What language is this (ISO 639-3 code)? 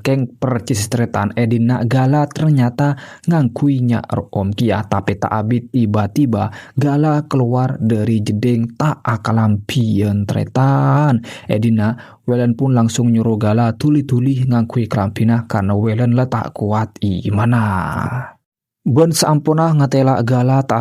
mad